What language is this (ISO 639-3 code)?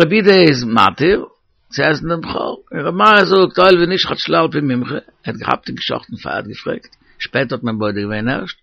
yid